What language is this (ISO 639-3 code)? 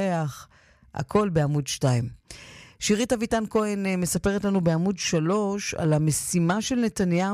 heb